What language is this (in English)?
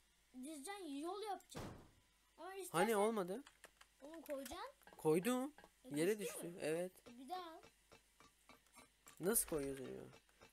Turkish